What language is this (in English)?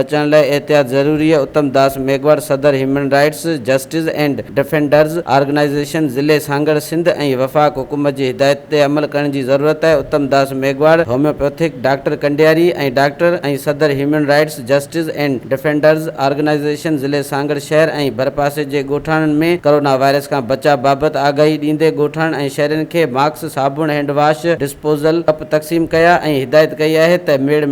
Sindhi